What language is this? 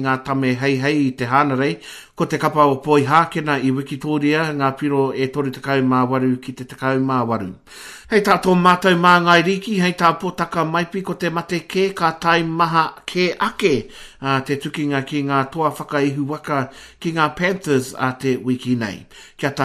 Māori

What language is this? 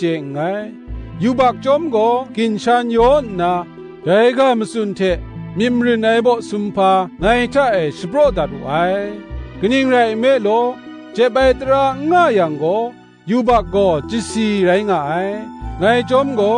Kachin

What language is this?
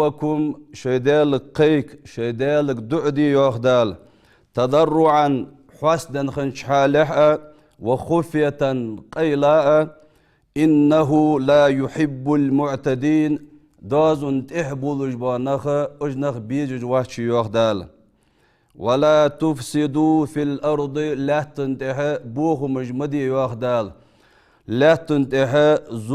Ingush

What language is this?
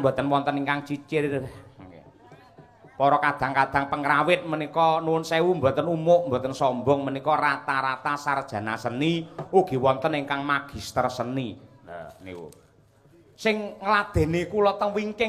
Javanese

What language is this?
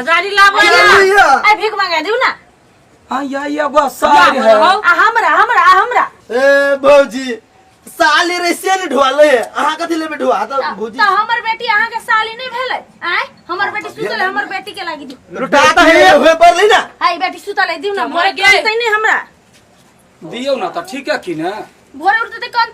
Maithili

